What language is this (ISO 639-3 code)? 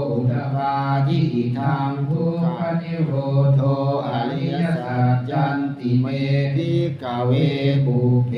pli